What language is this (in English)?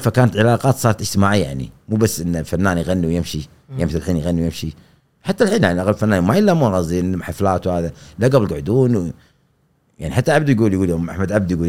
Gulf Arabic